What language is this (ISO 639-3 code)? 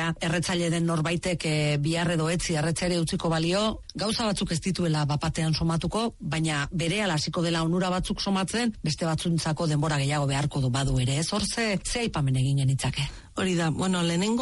eus